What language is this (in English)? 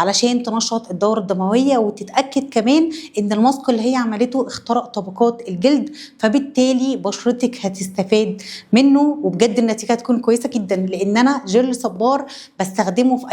Egyptian Arabic